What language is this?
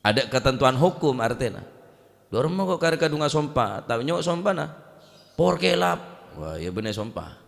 Madurese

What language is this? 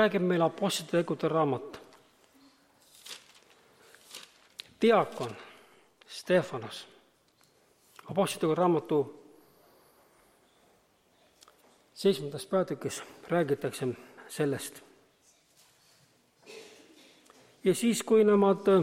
Estonian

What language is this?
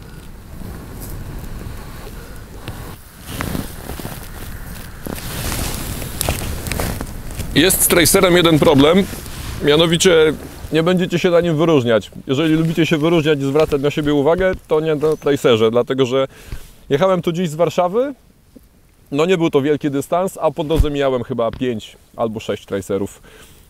Polish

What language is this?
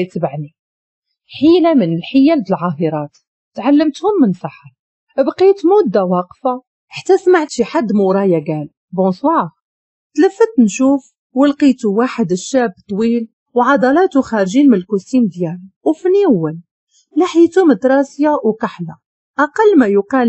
Moroccan Arabic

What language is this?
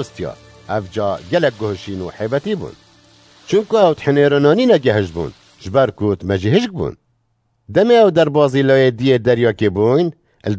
Kurdish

